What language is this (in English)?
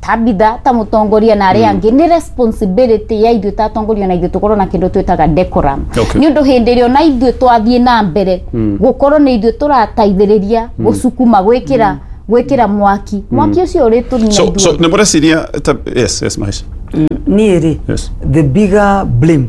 Kikuyu